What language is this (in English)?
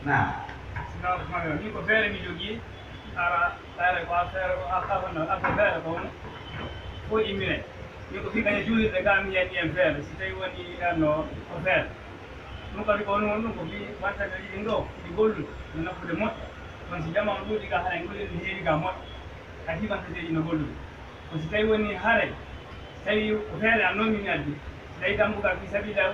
Pular